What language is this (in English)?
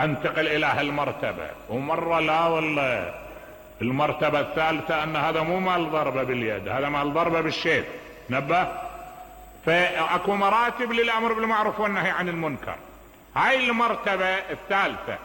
Mesopotamian Arabic